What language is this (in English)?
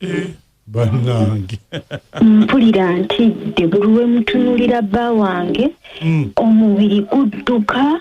Ganda